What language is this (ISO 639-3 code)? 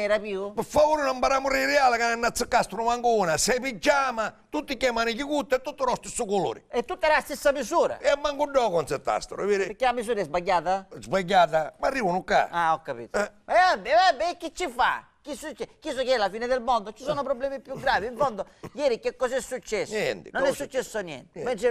scn